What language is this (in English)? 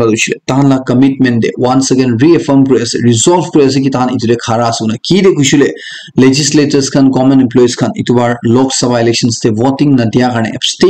Naga Pidgin